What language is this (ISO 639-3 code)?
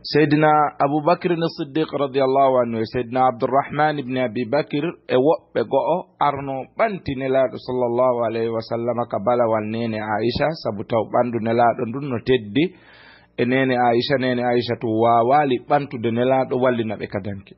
ful